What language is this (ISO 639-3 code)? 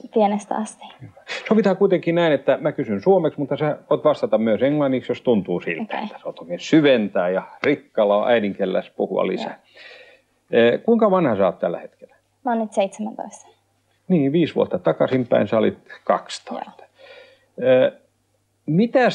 fin